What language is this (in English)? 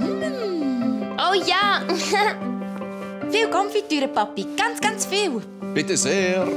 Swiss German